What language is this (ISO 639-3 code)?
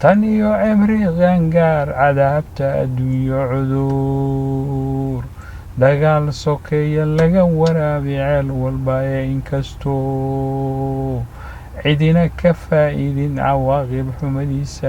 som